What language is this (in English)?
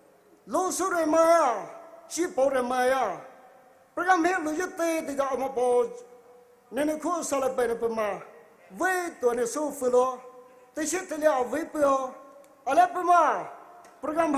Poumei Naga